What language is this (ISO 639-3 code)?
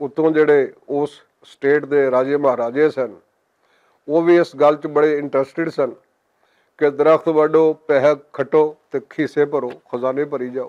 lah